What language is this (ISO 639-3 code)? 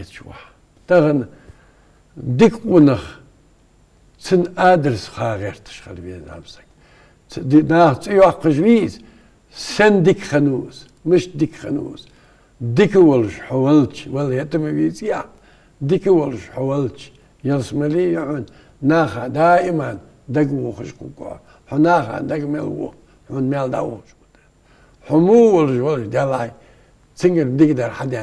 inh